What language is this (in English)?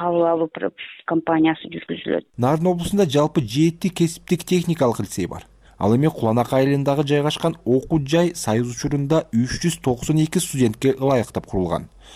Kyrgyz